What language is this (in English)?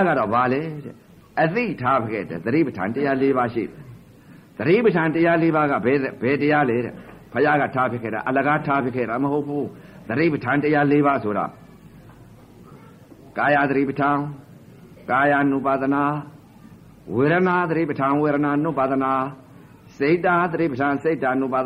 Burmese